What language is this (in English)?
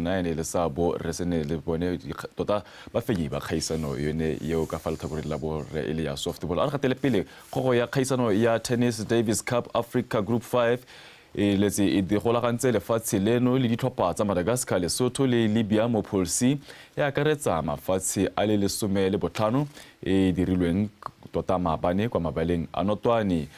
Tswana